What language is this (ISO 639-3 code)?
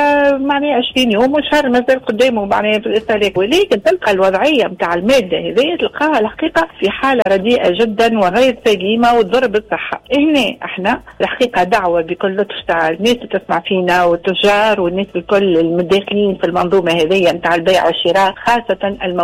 aeb